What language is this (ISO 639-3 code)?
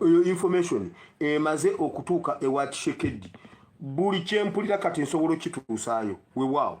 lug